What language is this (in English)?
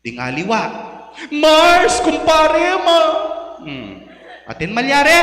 Pampanga